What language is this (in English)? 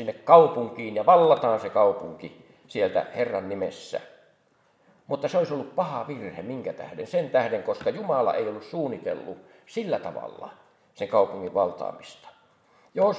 Finnish